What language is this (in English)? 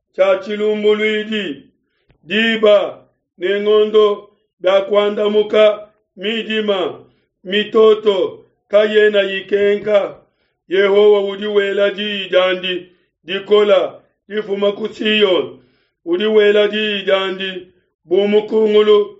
Luba-Lulua